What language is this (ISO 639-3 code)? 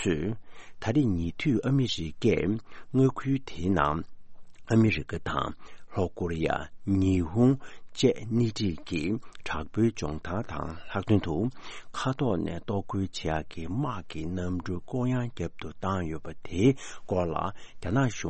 bod